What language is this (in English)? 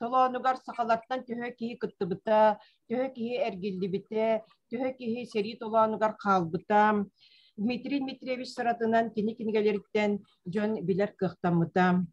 Yakut